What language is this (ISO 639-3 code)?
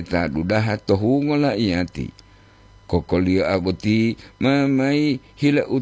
gor